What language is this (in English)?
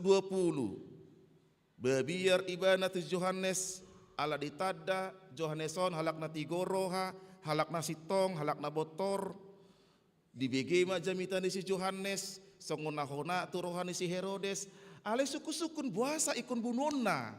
Batak Toba